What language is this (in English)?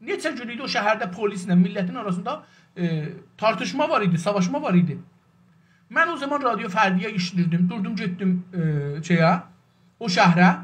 South Azerbaijani